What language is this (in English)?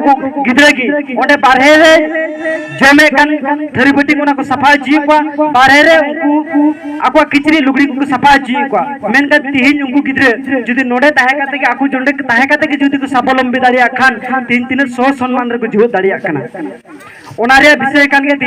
Santali